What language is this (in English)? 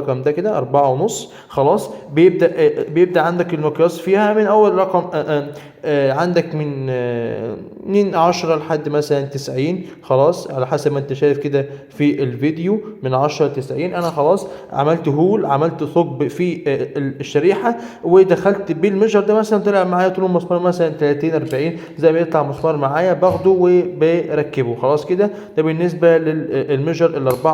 Egyptian Arabic